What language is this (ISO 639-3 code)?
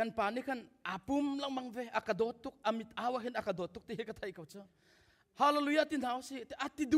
cnh